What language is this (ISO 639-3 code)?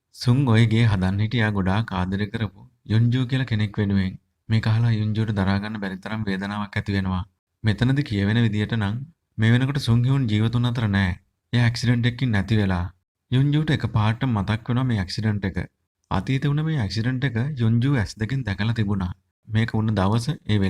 sin